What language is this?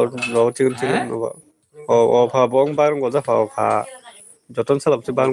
Kok Borok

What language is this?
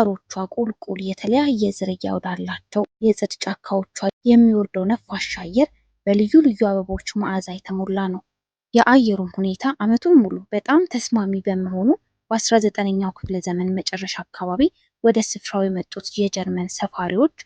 Amharic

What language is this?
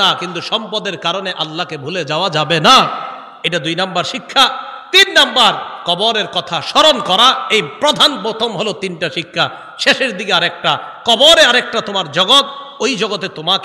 Bangla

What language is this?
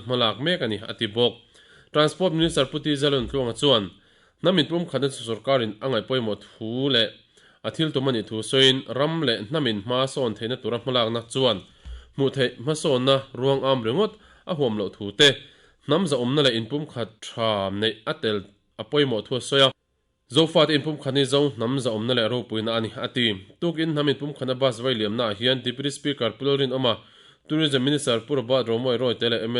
Mizo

